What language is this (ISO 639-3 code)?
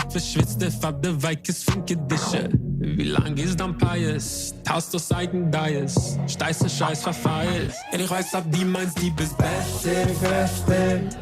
yid